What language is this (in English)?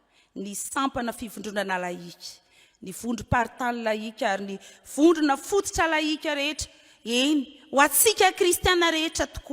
Malagasy